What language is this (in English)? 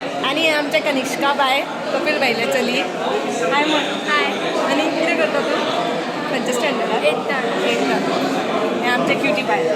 Konkani